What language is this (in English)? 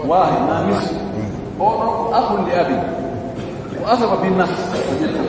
Pular